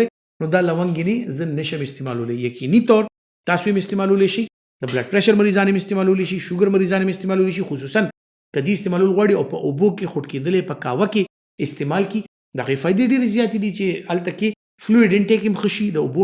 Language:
Pashto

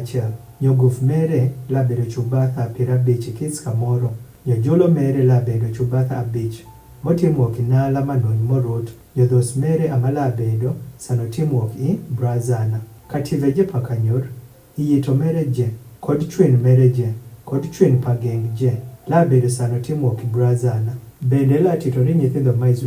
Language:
Adhola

